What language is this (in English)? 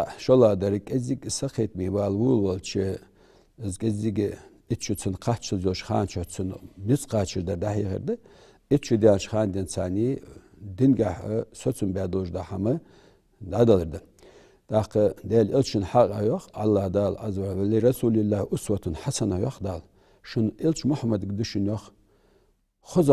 Ingush